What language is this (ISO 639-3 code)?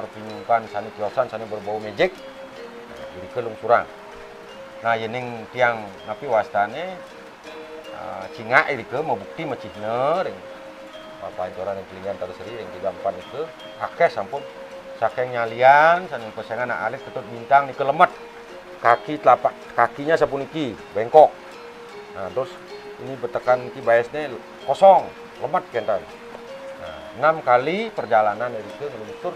ban